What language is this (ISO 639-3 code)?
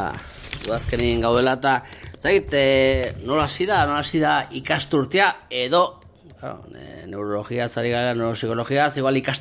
eus